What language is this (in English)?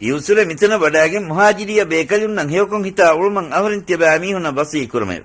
Divehi